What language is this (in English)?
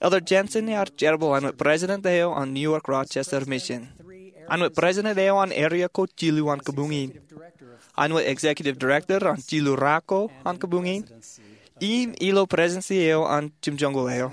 Marshallese